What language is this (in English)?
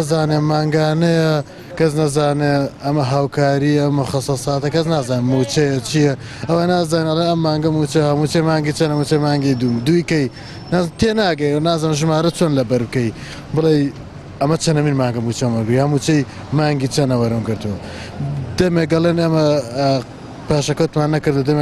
Central Kurdish